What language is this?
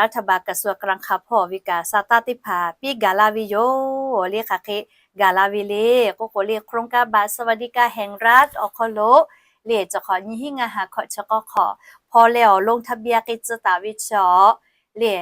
Lahu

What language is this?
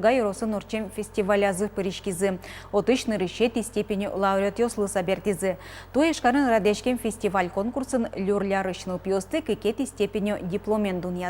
Udmurt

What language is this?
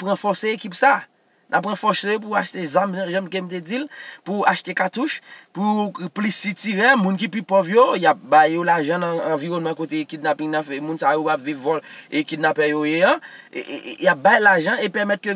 Haitian Creole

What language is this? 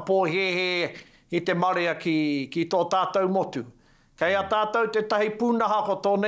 Māori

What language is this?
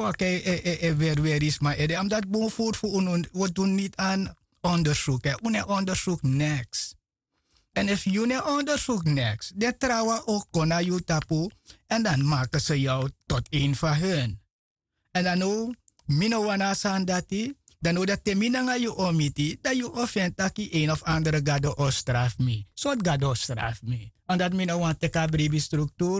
Sranan Tongo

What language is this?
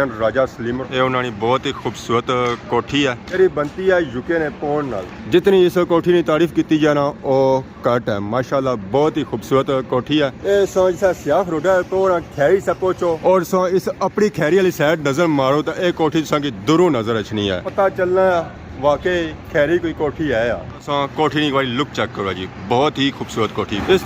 Pahari-Potwari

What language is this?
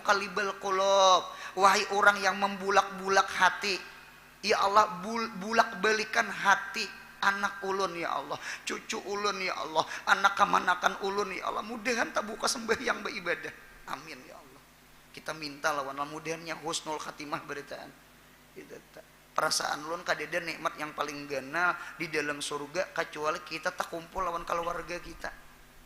Banjar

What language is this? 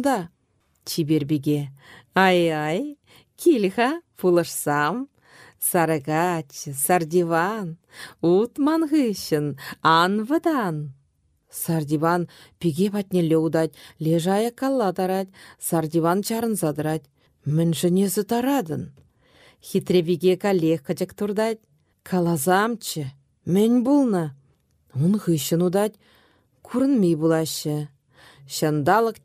Chuvash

